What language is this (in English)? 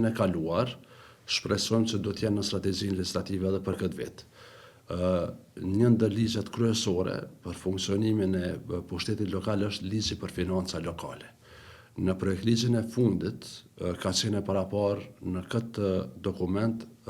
Albanian